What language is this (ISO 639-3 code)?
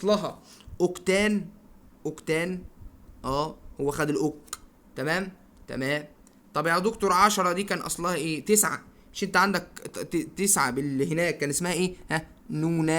arz